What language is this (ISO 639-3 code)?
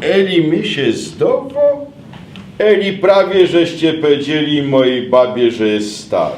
szl